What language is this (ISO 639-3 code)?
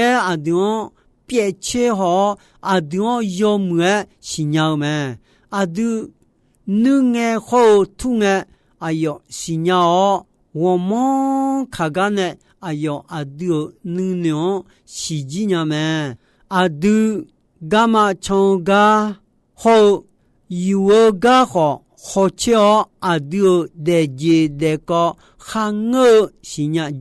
ahk